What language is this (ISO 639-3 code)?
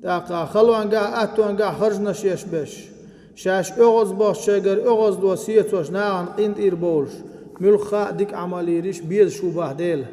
che